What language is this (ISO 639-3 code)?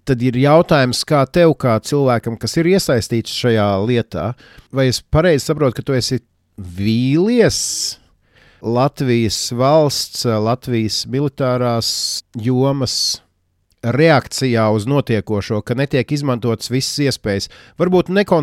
lav